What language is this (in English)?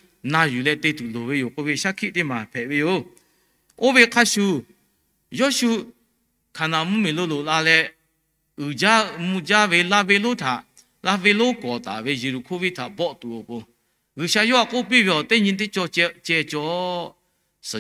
Lahu